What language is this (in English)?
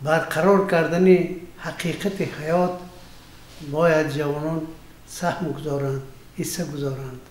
Tajik